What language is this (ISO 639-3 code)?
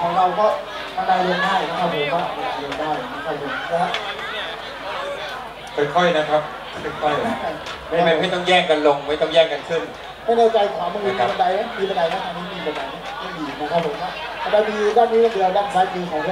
tha